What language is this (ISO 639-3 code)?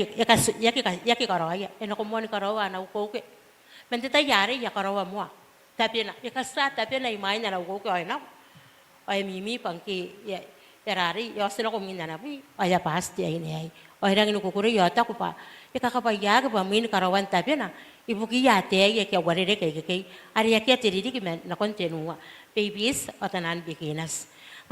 gil